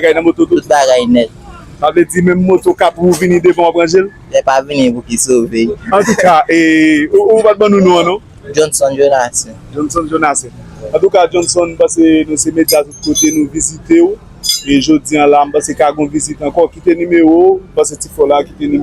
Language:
Haitian Creole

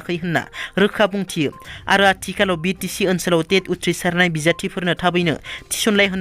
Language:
Bodo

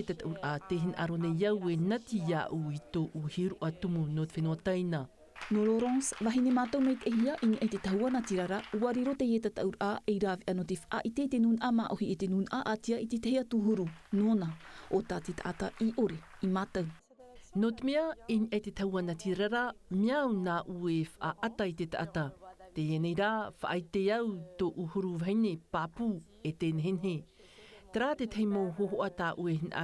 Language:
Tahitian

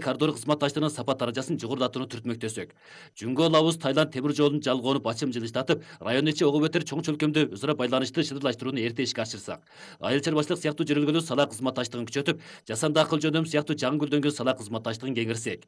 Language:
Kyrgyz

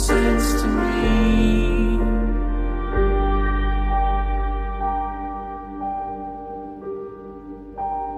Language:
English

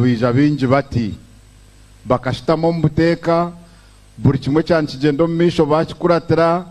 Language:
Nyankole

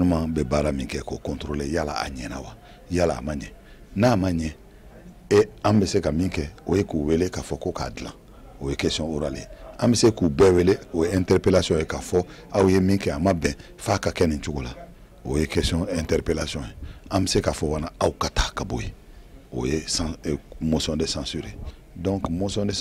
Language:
Bambara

